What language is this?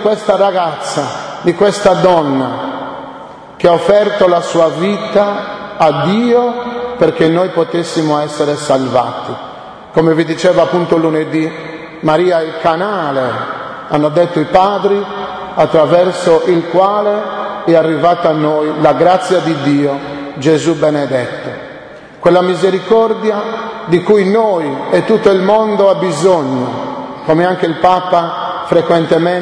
Italian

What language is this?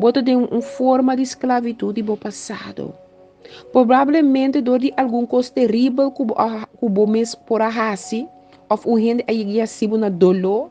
Papiamento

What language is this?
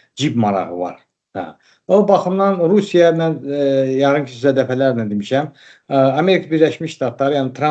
Azerbaijani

